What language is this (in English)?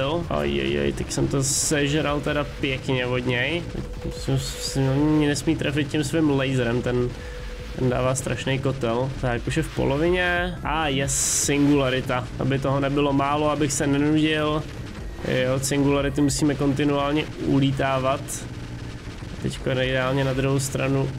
Czech